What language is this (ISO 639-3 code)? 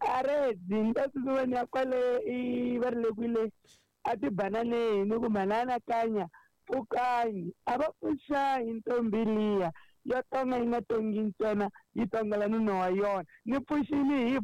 tso